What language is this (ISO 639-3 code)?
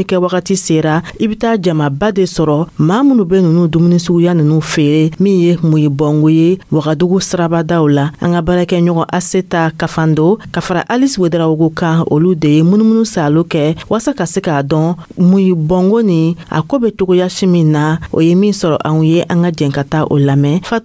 dyu